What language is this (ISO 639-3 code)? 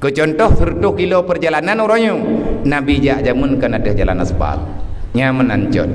ace